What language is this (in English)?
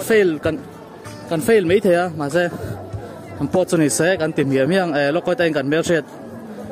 Mizo